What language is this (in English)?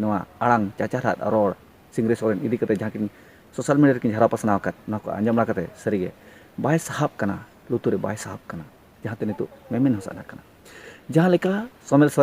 Santali